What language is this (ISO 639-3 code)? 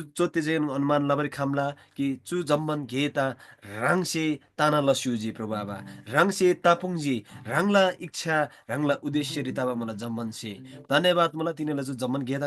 taj